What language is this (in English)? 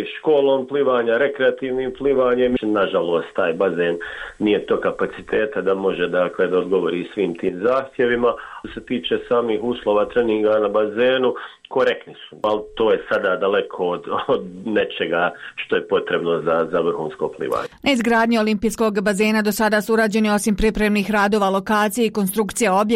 Bosnian